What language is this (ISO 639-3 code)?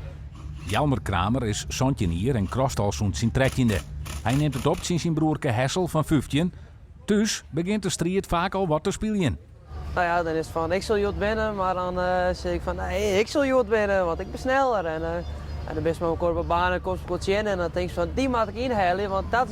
fry